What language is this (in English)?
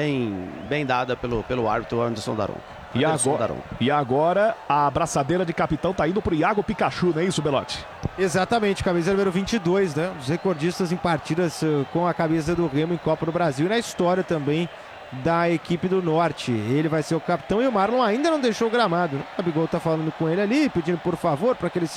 Portuguese